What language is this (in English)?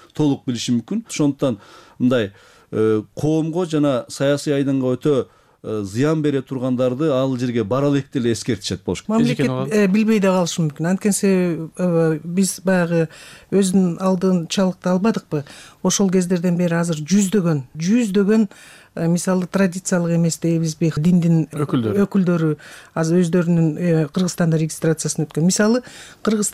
Kyrgyz